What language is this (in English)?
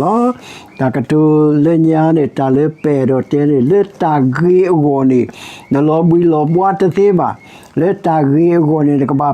S'gaw Karen